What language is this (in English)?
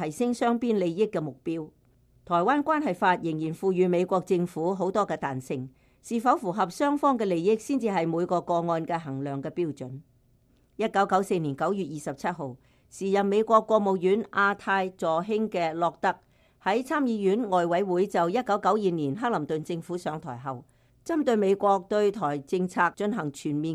Cantonese